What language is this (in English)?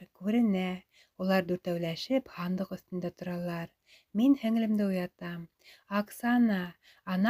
Bashkir